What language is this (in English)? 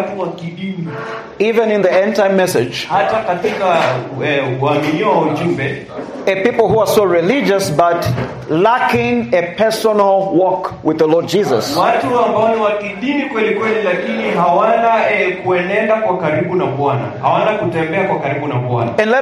Swahili